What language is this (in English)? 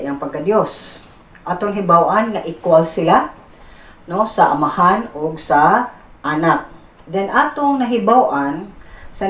Cebuano